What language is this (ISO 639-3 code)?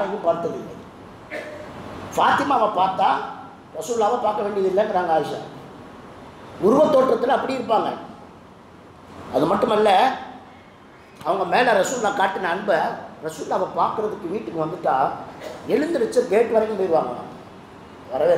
tam